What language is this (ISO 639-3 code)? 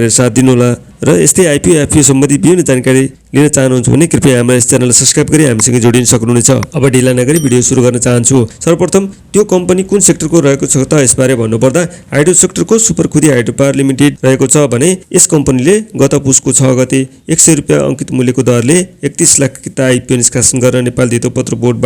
nep